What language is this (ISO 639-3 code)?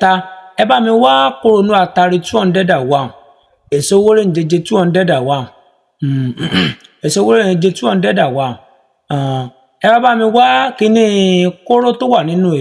yor